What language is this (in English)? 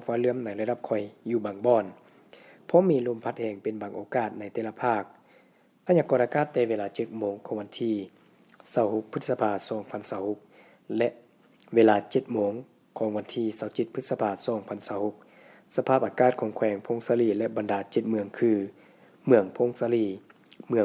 Lao